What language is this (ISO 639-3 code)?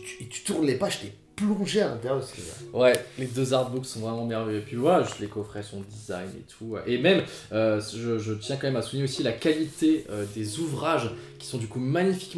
fra